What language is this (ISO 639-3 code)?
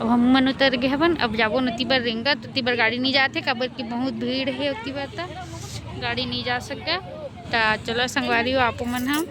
hne